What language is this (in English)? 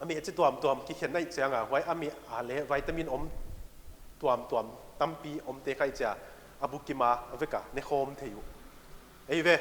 Paite Chin